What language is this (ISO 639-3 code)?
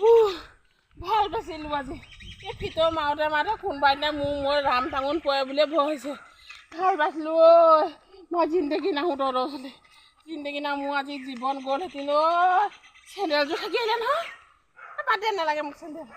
asm